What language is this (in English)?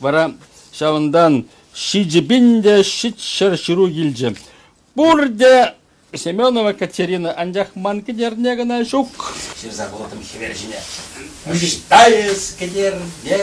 Chuvash